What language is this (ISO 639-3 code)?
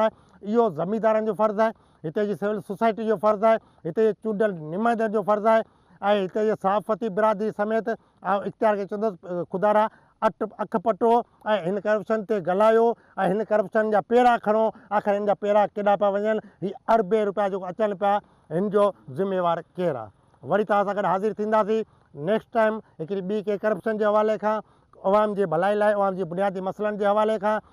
snd